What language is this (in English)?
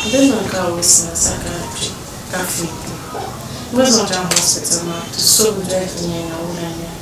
Dagbani